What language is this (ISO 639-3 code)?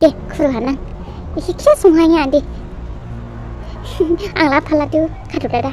dis